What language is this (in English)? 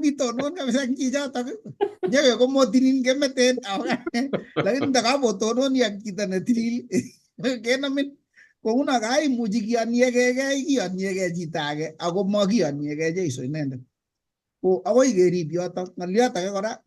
Kalenjin